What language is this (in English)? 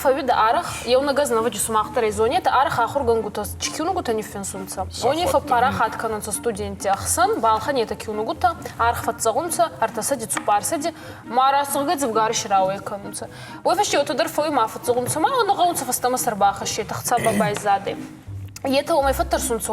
Ossetic